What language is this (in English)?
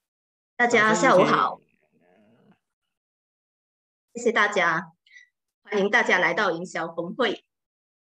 Chinese